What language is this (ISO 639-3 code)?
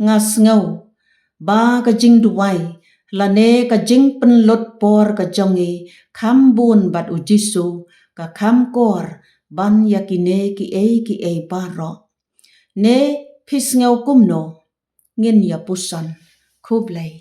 kha